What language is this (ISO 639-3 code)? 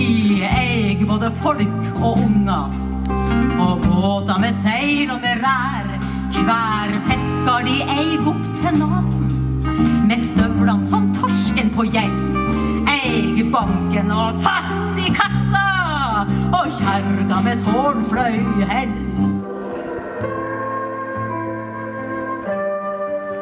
nor